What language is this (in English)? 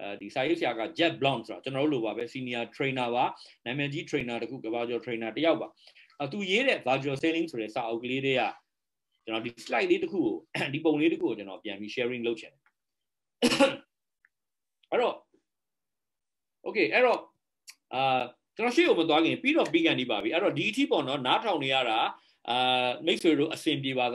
Burmese